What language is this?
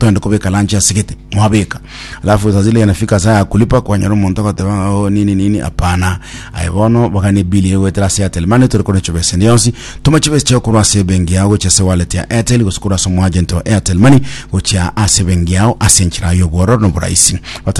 Gusii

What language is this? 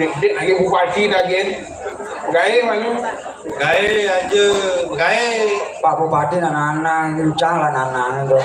Balinese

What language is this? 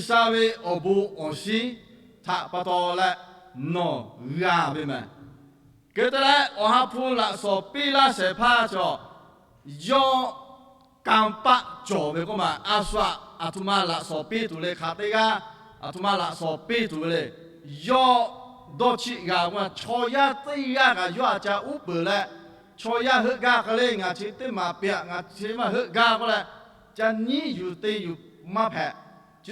Lahu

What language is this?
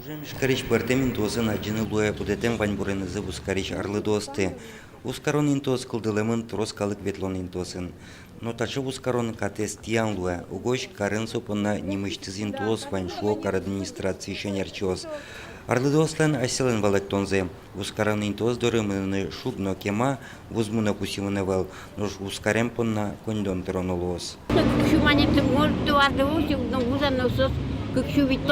Udmurt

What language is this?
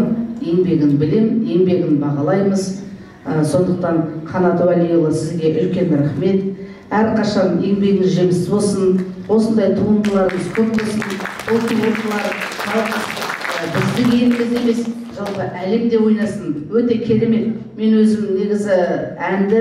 Kazakh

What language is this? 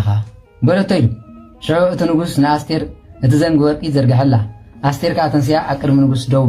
Tigrinya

